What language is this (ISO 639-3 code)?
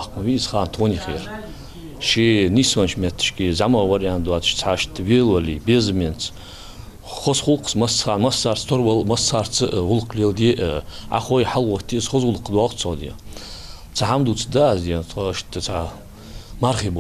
inh